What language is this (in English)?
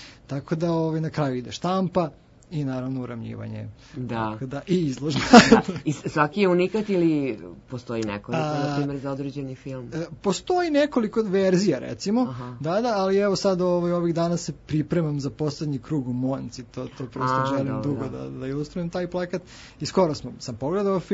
Serbian